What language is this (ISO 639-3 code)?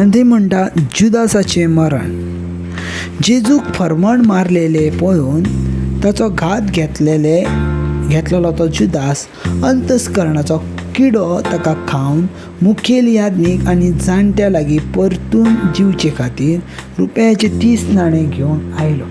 kok